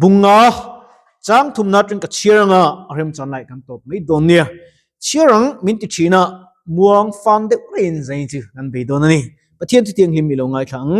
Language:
Mizo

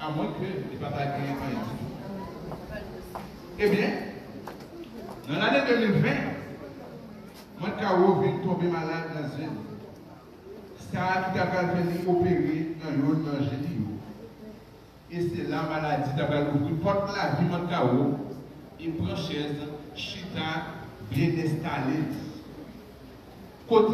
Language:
French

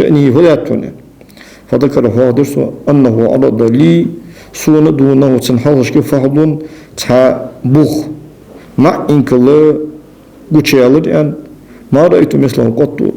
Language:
Ingush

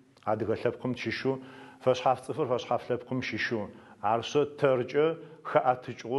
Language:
Adyghe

